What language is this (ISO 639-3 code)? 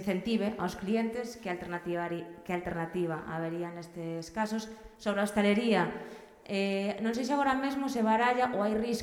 glg